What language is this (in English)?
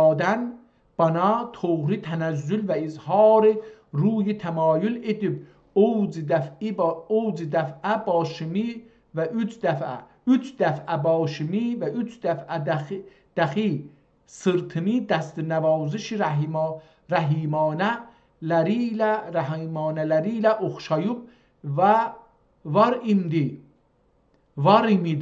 South Azerbaijani